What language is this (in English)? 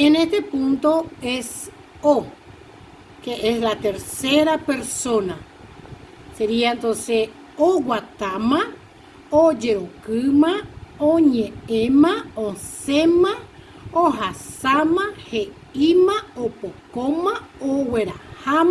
Guarani